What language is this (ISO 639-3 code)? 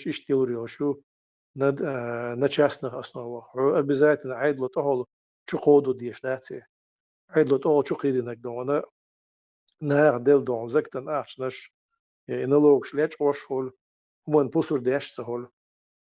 che